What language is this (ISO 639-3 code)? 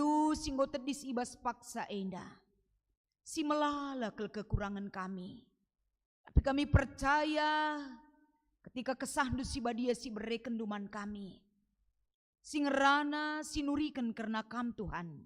btx